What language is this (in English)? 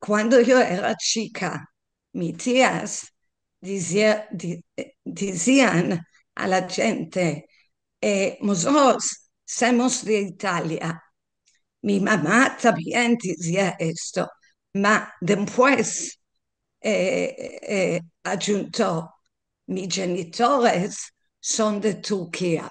Ladino